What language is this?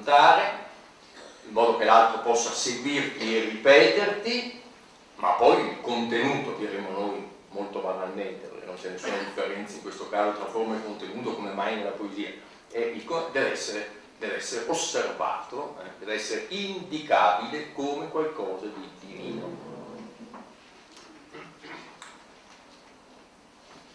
Italian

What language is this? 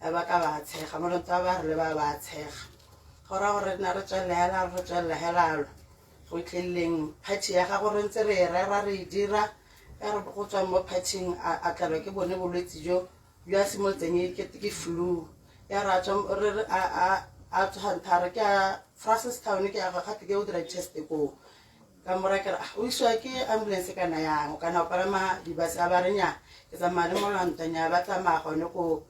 Tswana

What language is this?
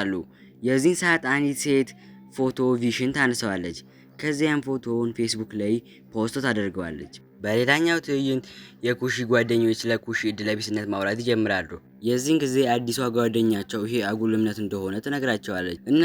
Amharic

